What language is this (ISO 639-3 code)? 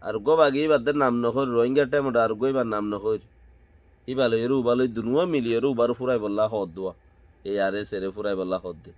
rhg